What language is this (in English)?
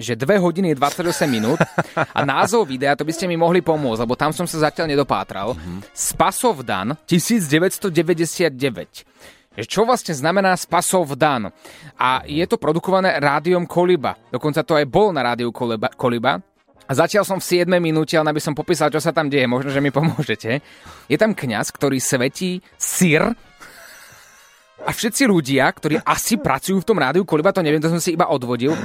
Slovak